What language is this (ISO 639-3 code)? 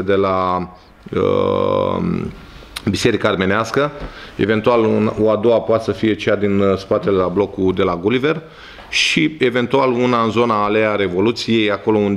ron